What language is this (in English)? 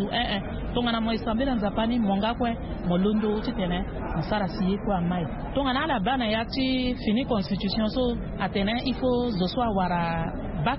Sango